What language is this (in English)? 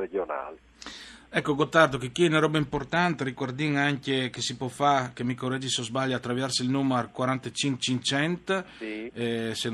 Friulian